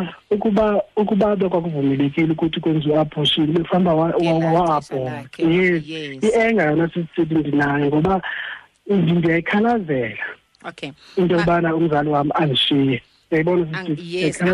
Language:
Xhosa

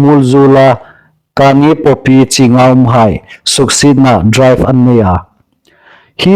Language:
Hmar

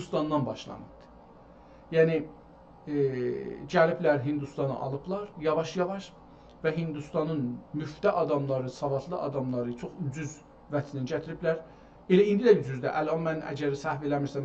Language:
South Azerbaijani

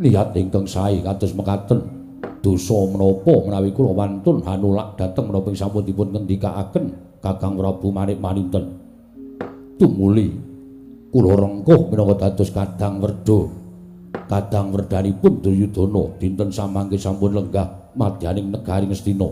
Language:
Javanese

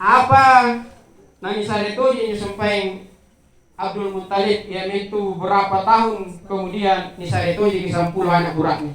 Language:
Makasar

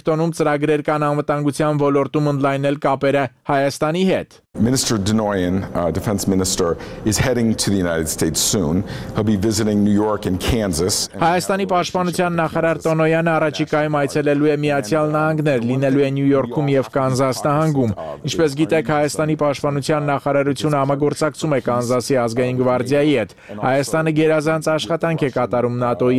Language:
Armenian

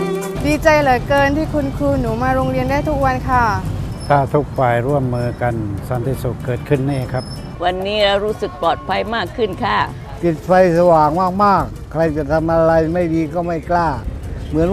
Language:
Thai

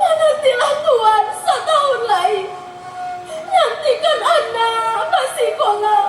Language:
Minangkabau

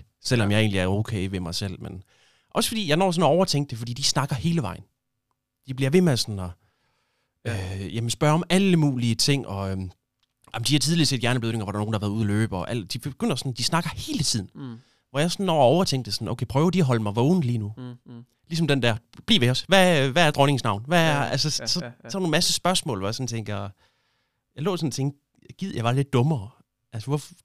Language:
Danish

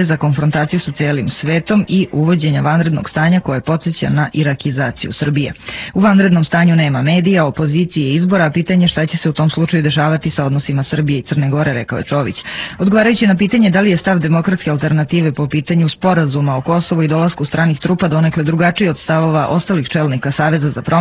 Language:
Serbian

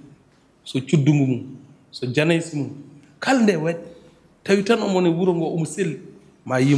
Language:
Fula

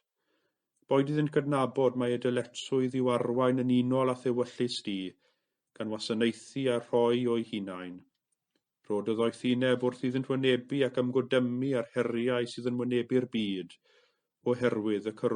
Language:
Welsh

